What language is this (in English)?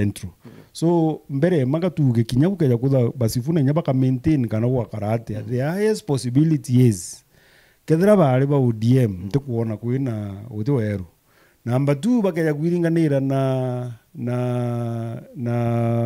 Meru